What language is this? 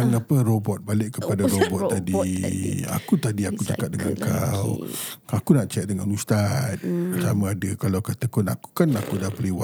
Malay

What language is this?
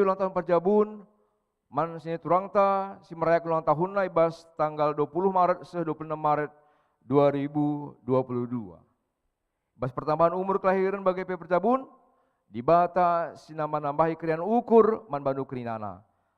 Batak Karo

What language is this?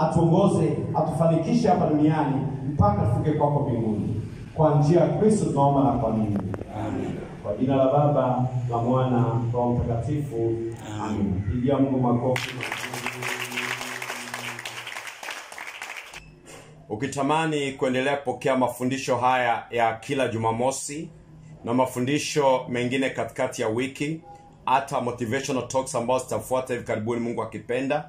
Swahili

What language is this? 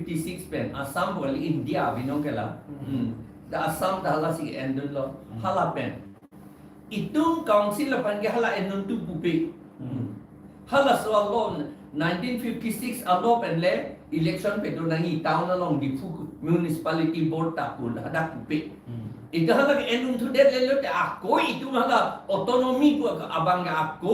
Karbi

